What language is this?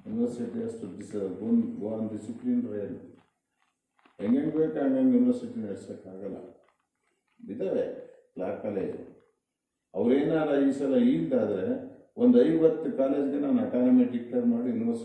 Kannada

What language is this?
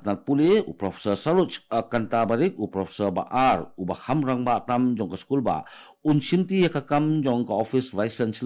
Khasi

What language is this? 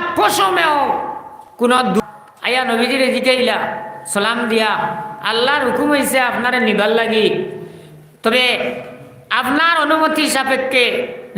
Sylheti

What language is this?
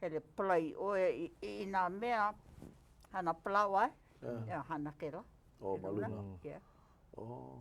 Hawaiian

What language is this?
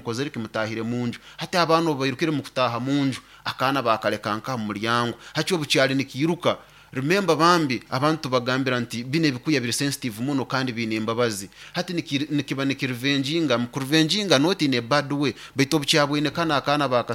Nyoro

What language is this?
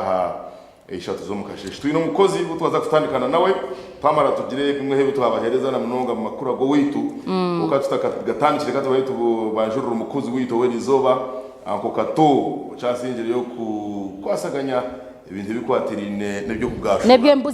Nyankole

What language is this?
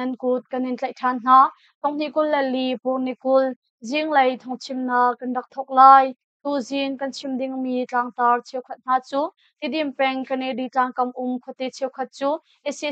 Hakha Chin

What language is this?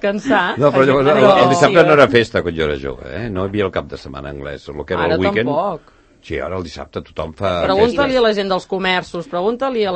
Catalan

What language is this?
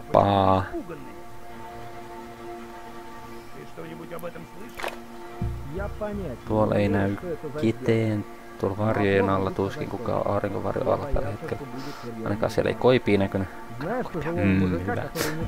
Finnish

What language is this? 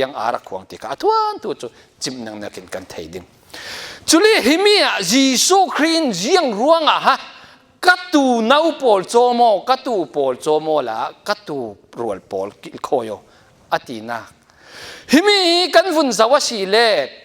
Falam Chin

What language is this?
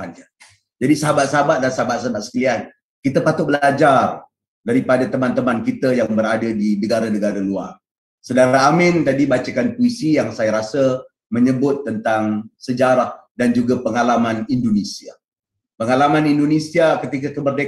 Malay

